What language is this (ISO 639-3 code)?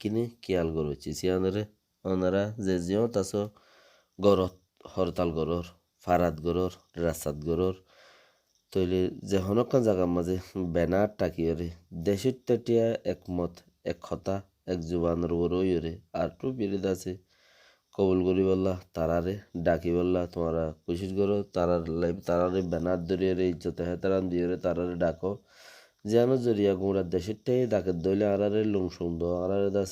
rhg